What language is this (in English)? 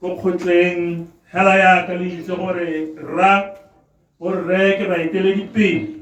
Tswana